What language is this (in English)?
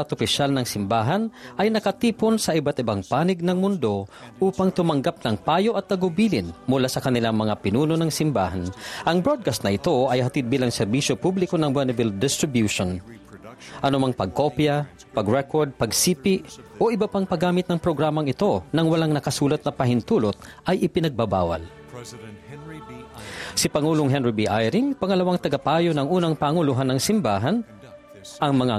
Filipino